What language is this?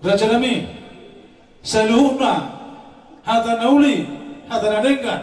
Batak Toba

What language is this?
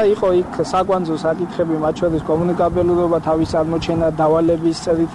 Georgian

